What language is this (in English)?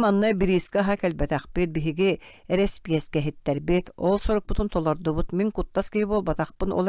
Yakut